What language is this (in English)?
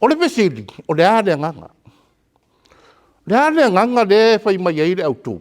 Samoan